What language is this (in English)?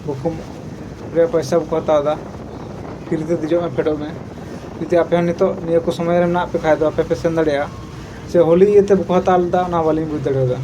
Santali